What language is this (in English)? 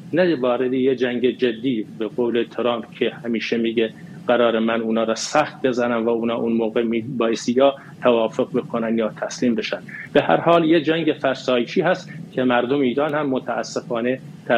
Persian